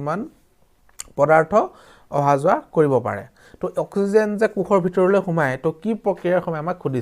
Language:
Assamese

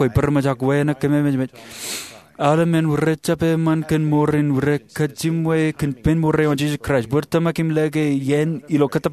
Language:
Marshallese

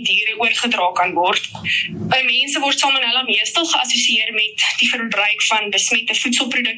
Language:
Afrikaans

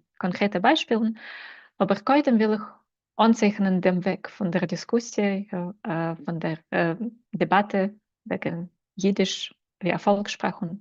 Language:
Yiddish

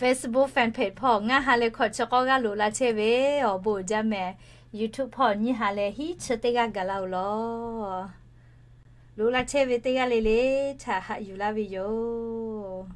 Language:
Lahu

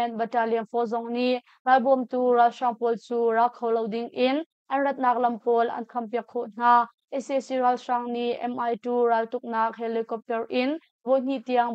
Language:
Hakha Chin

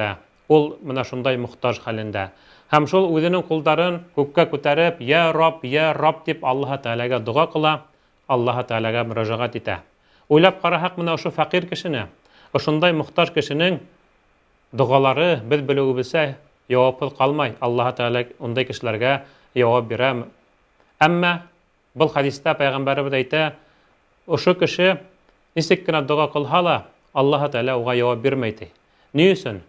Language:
Bashkir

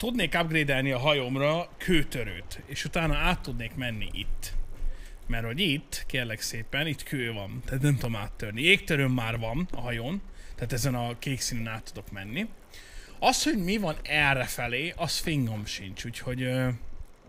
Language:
Hungarian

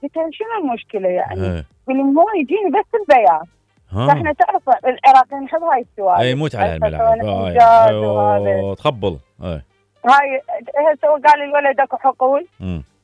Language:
Mesopotamian Arabic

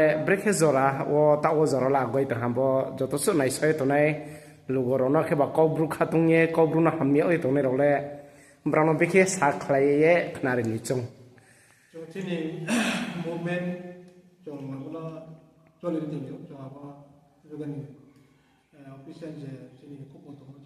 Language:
Riang (India)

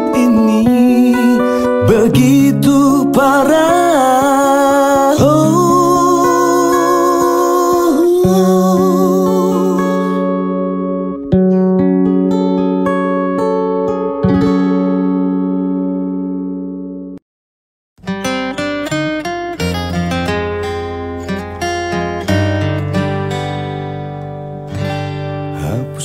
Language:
Indonesian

